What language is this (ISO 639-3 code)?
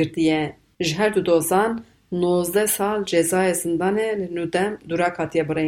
kur